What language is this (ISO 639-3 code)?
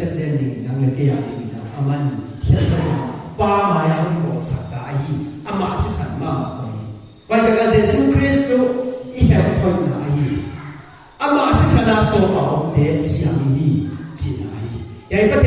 pck